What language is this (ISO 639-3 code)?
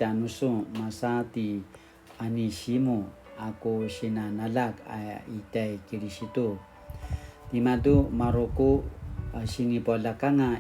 pwn